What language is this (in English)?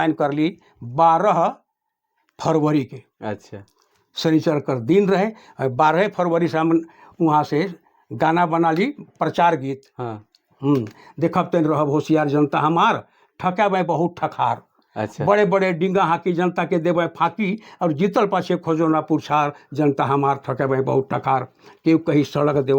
Sadri